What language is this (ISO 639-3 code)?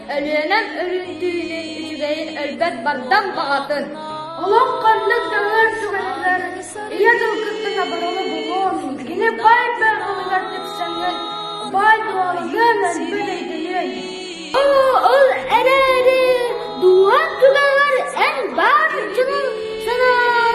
sah